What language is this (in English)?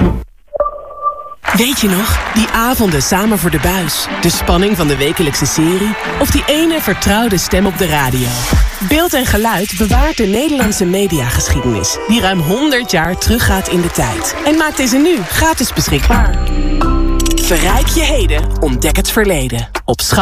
Dutch